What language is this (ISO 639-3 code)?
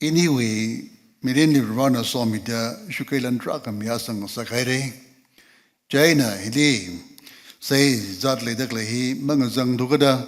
nmf